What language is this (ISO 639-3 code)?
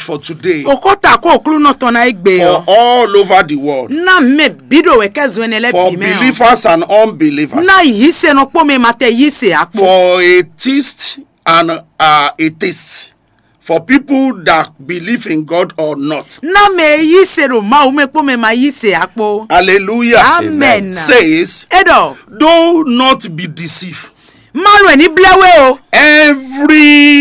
fon